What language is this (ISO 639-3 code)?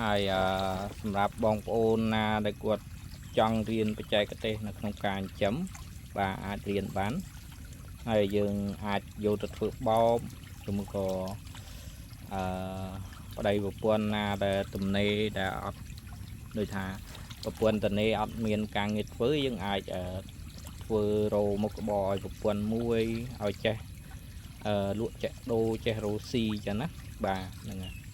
khm